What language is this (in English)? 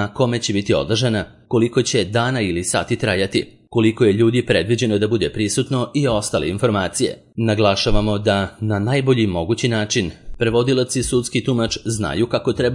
Serbian